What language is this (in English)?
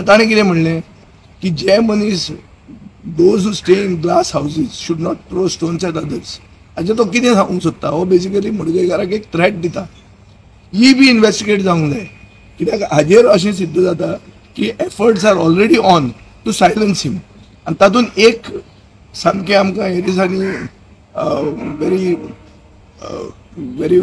Konkani